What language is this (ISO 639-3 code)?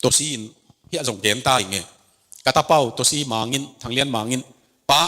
ctd